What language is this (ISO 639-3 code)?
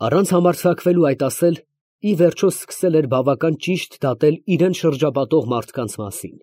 hye